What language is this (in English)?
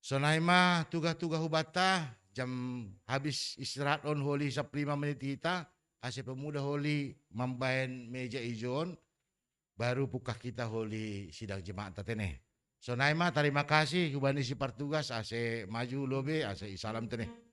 Batak Simalungun